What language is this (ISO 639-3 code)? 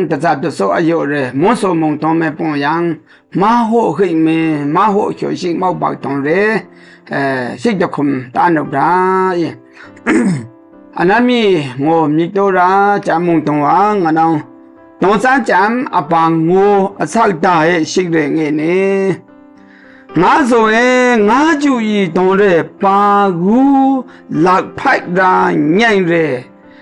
mhx